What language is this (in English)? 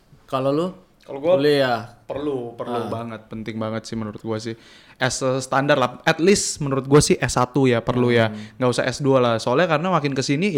Indonesian